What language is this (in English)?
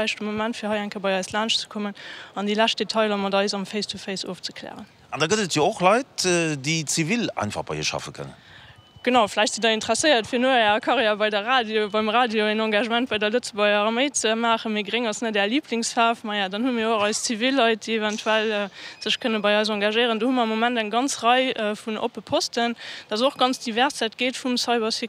Luxembourgish